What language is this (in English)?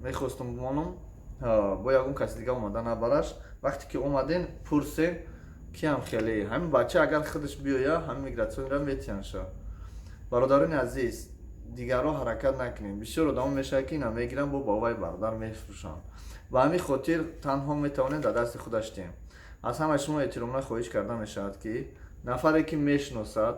Tajik